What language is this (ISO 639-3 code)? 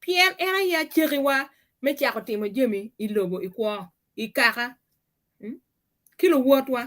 ach